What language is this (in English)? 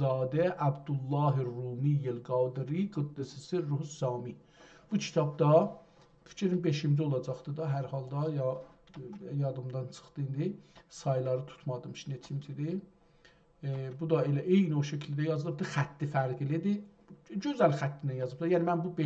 South Azerbaijani